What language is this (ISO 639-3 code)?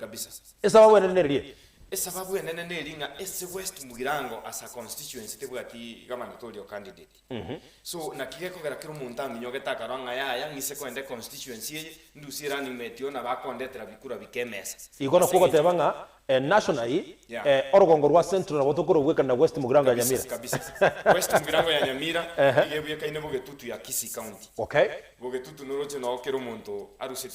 guz